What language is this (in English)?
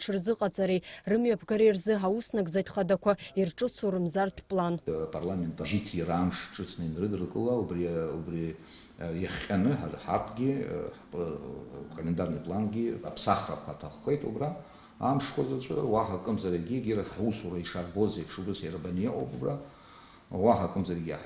Abkhazian